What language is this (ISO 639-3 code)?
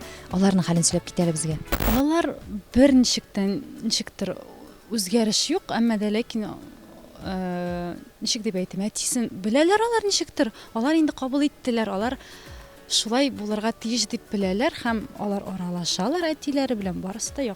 tat